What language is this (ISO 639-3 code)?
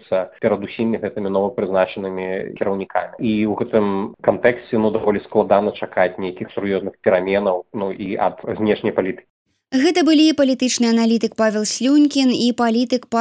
bel